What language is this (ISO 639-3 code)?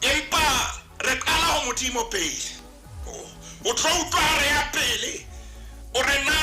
sot